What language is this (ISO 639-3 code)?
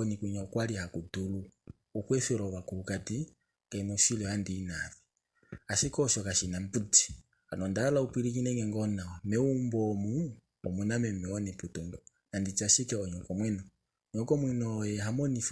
kua